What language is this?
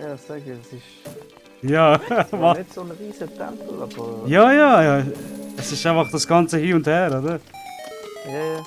Swiss German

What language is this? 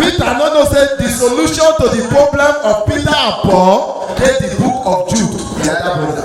Nigerian Pidgin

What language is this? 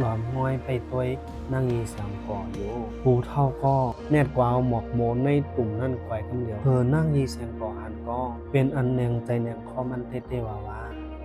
Shan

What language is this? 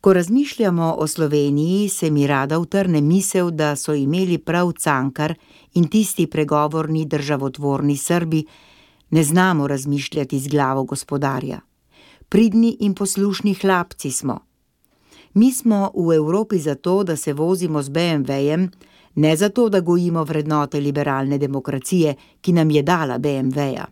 Slovenian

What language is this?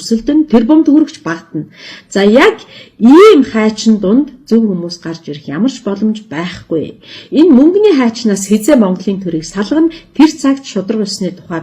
Mongolian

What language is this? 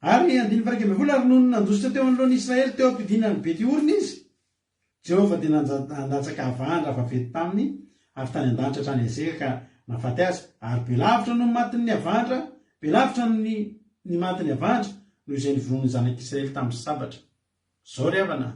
Malagasy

